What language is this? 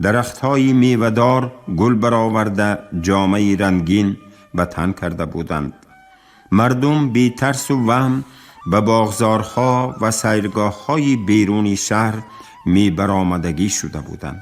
Tajik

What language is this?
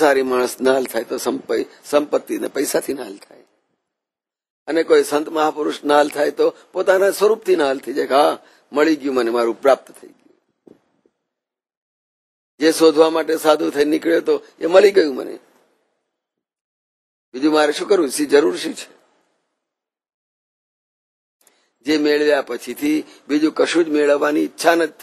Gujarati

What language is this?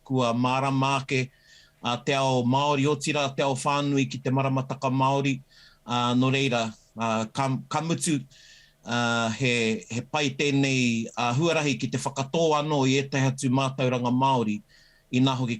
Māori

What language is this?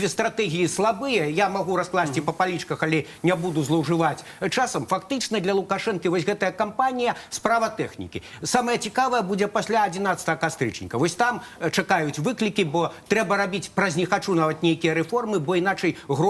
Belarusian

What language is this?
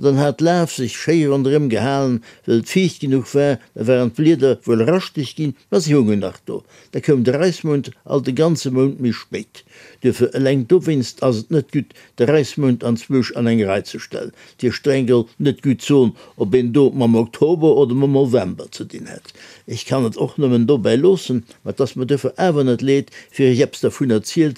Luxembourgish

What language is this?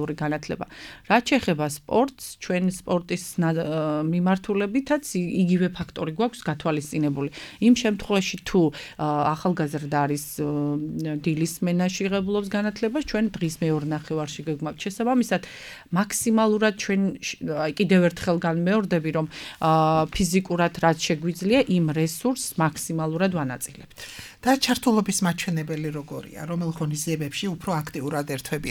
Georgian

